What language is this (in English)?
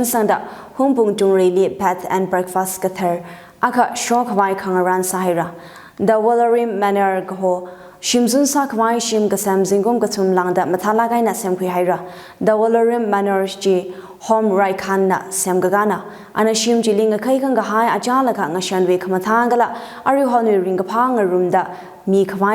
Tangkhul Naga (India)